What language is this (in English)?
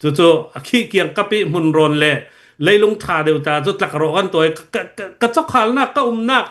Hakha Chin